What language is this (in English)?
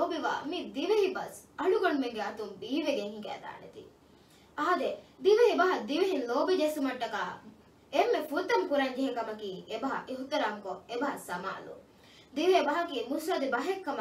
Divehi